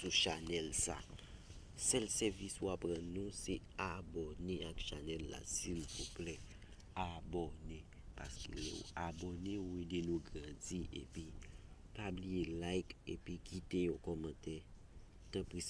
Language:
Haitian Creole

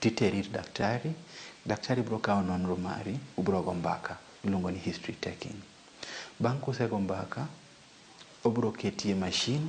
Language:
Luo (Kenya and Tanzania)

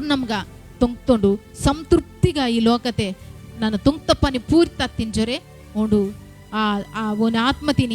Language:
Koya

